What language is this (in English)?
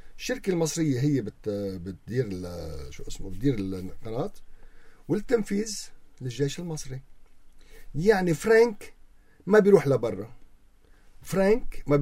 North Levantine Arabic